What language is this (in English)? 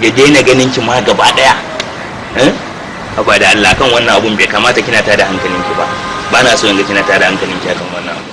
Hausa